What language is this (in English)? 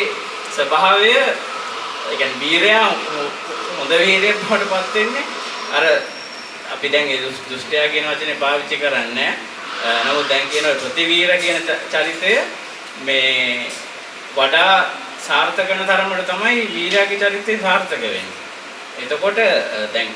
Sinhala